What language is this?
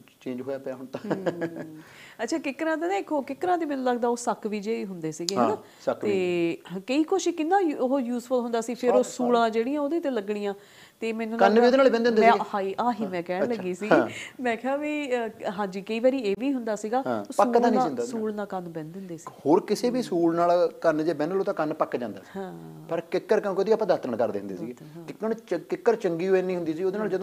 Punjabi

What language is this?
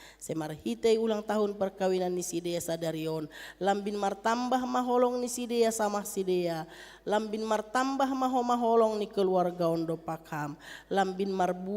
Batak Simalungun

